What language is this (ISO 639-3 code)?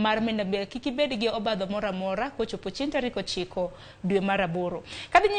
luo